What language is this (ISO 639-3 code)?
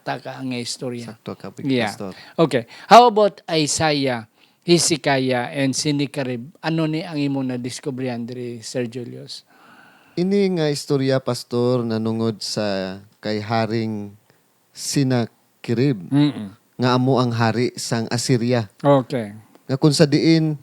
hil